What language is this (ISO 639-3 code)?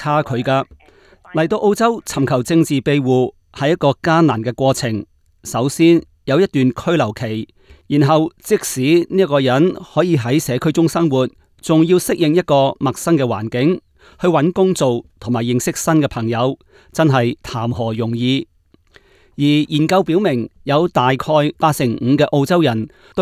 yue